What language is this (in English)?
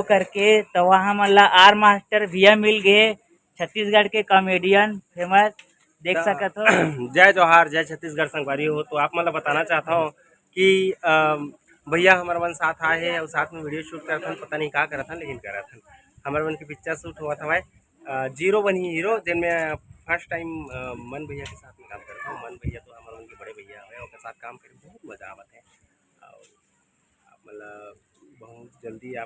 Chhattisgarhi